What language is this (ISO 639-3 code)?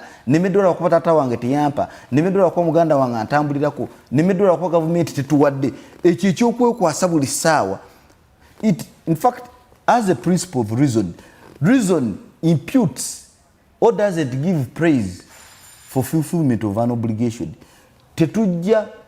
lug